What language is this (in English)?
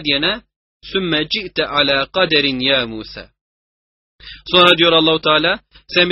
Turkish